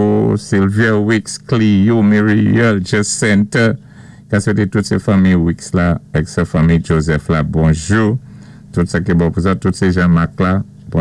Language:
Saint Lucian Creole French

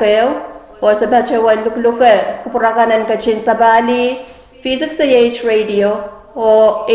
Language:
Pohnpeian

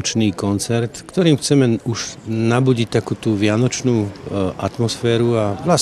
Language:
Slovak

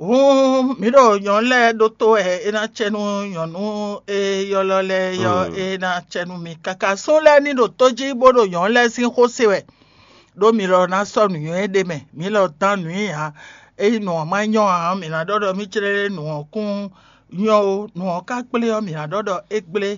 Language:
Fon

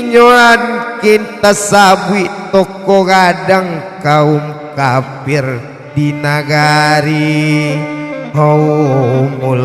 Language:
Minangkabau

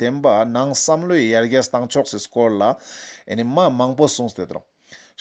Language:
Ladakhi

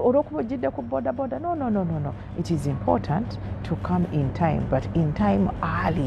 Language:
Ganda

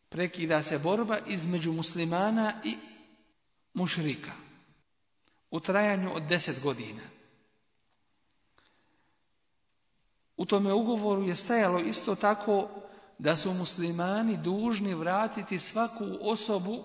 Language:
Bosnian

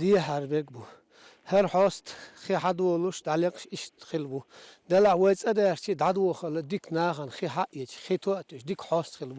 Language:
Chechen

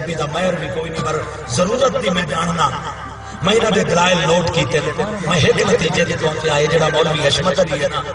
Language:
Saraiki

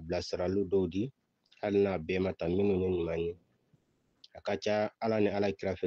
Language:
Bambara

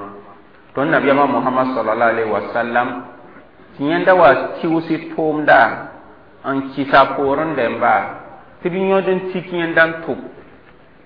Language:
Mossi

